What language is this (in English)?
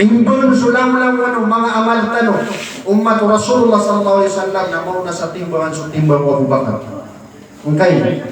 Maranao